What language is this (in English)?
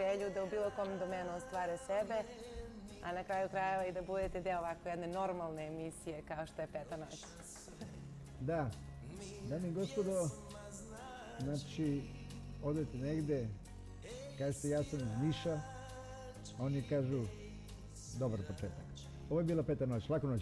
Serbian